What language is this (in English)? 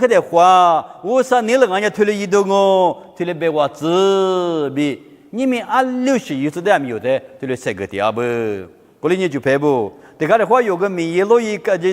Lisu